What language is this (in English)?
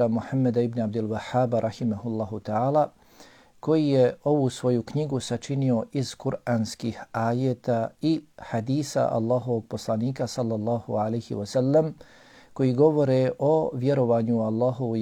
Bosnian